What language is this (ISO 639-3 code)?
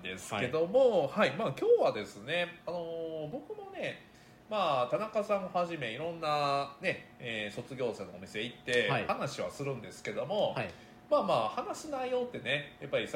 jpn